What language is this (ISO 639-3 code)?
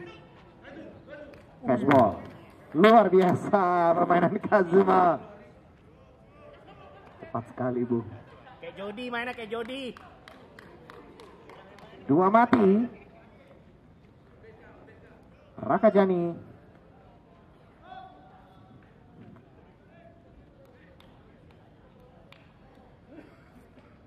ind